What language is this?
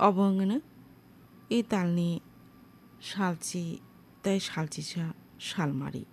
Kok Borok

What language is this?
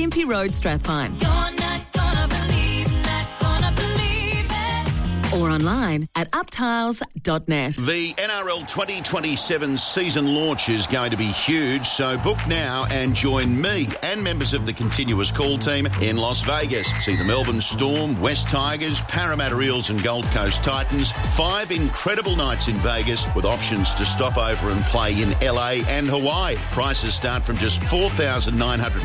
English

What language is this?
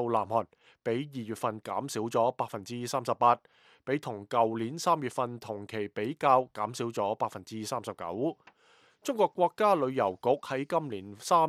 Cantonese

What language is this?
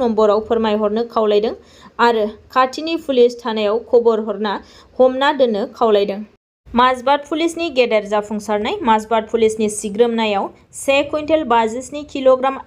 Bodo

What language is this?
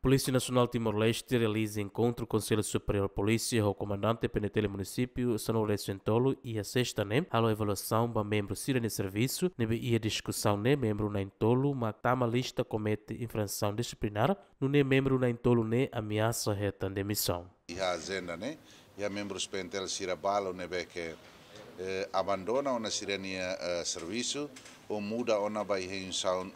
Tetum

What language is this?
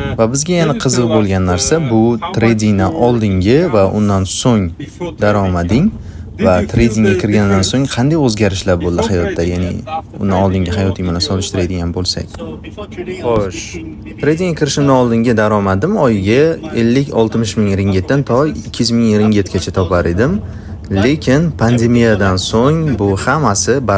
Uzbek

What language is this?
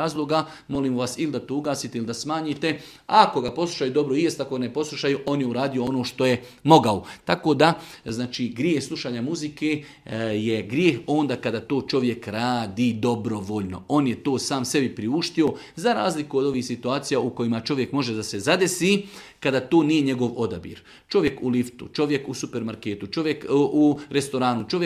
Bosnian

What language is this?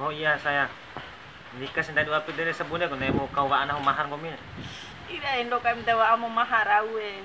Bima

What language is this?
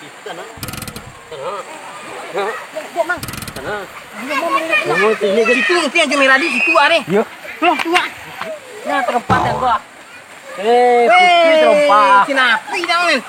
Minangkabau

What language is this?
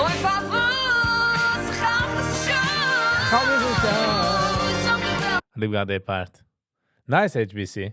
Yiddish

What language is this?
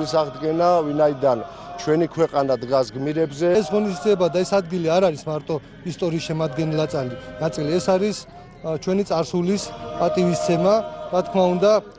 Georgian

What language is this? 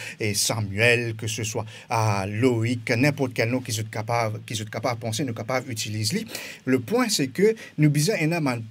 Morisyen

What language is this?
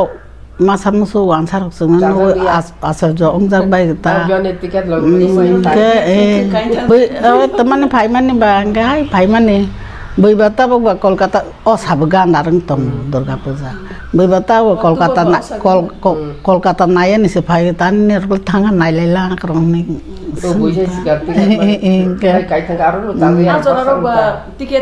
Kok Borok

